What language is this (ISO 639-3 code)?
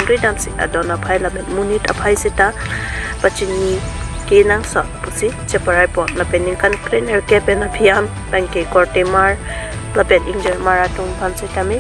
mjw